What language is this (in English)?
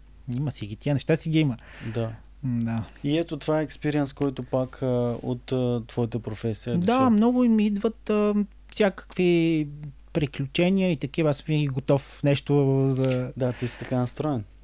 Bulgarian